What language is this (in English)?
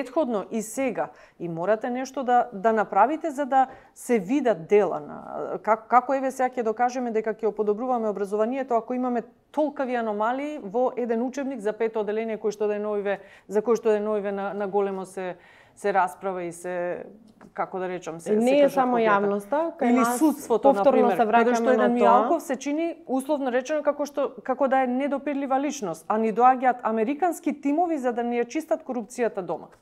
Macedonian